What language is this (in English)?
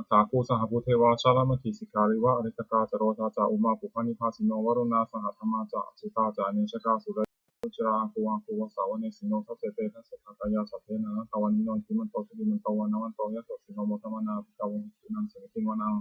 Pali